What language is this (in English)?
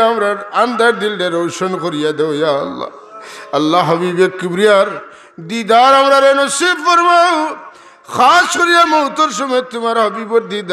Sylheti